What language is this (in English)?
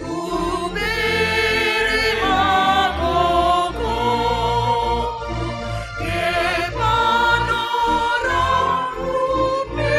Batak Simalungun